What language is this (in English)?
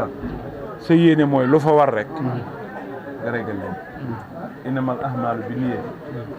Wolof